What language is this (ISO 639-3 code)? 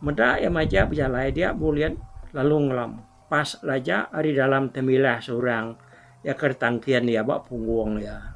iba